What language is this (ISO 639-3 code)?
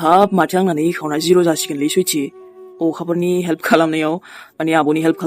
brx